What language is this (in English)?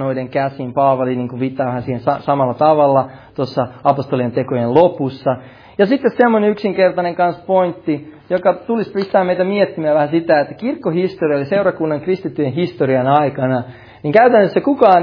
Finnish